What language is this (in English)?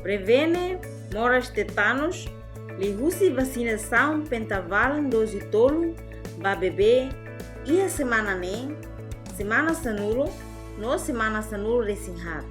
Tetum